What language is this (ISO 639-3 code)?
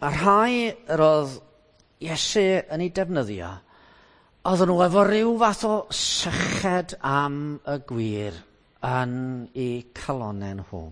cym